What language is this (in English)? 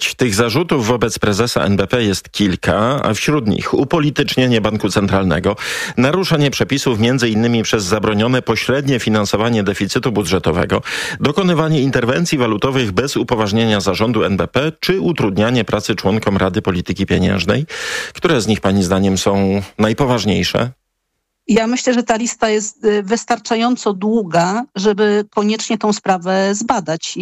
Polish